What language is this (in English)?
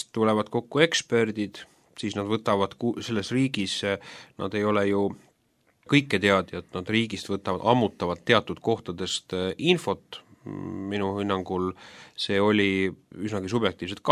Estonian